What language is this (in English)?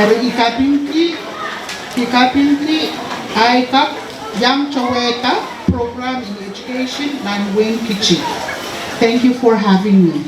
Pohnpeian